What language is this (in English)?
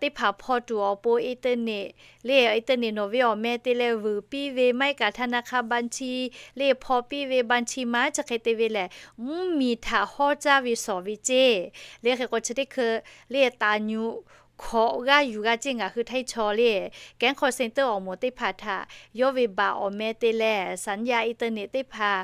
Lahu